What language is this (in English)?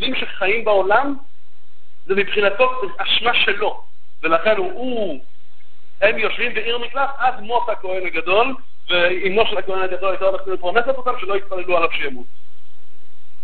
Hebrew